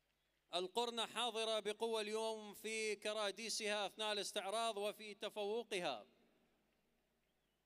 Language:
Arabic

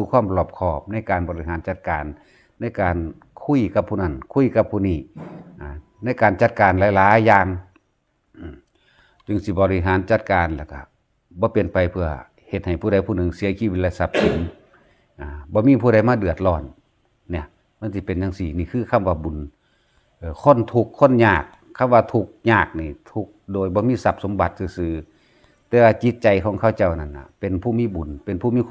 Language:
Northeastern Thai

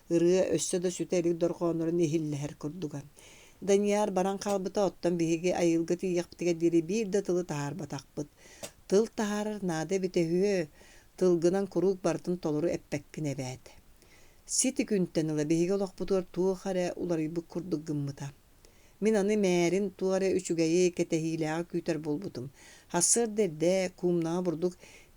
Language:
Yakut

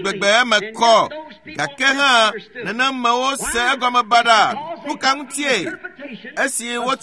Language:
Ewe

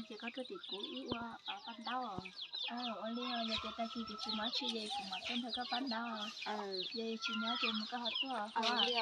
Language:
Hmong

